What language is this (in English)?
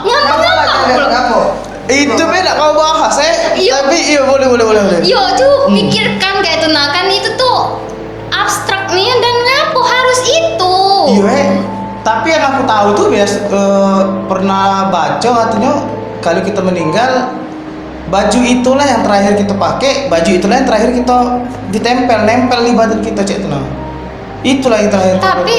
Musi